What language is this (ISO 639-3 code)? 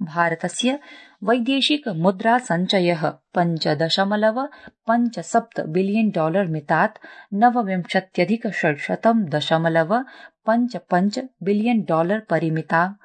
san